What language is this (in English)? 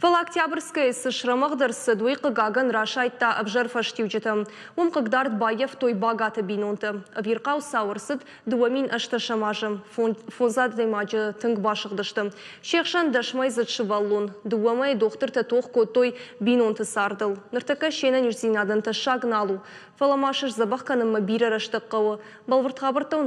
Ossetic